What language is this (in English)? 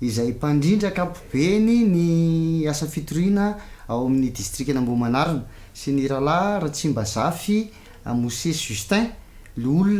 Malagasy